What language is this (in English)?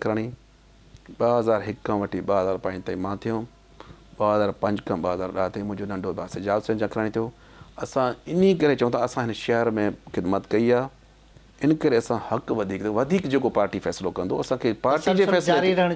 Sindhi